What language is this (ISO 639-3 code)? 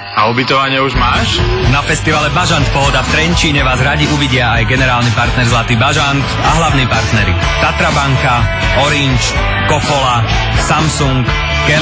slk